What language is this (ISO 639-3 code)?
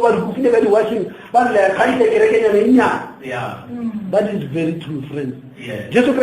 nso